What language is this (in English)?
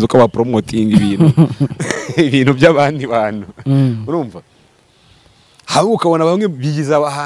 Kinyarwanda